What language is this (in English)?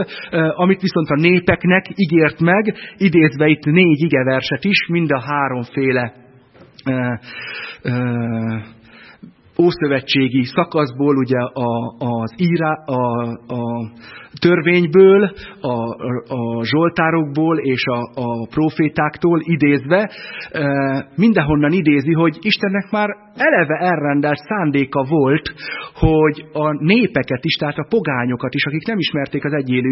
Hungarian